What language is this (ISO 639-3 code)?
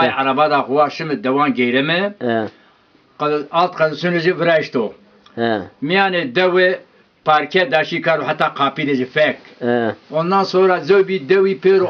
zza